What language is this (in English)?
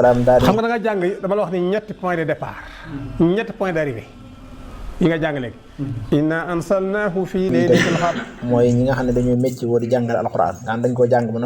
Wolof